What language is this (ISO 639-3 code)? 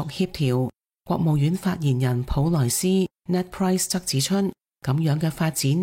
yue